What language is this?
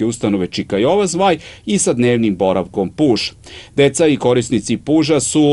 Serbian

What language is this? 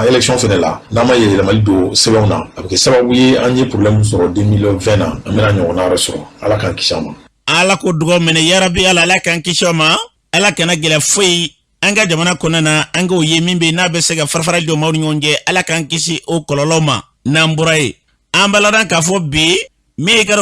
Bambara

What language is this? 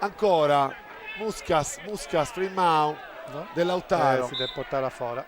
Sardinian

